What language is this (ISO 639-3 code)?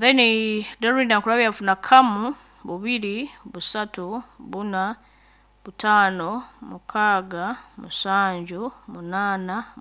nyo